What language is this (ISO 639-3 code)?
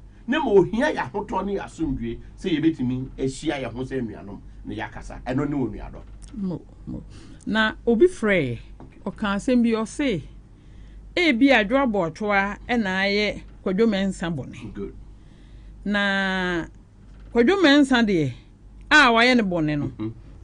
aka